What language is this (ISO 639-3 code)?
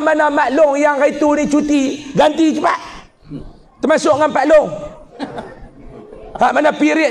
msa